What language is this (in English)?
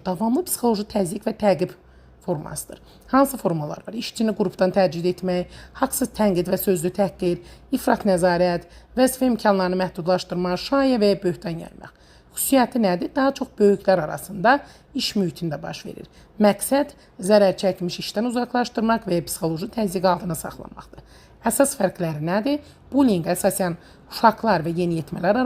Azerbaijani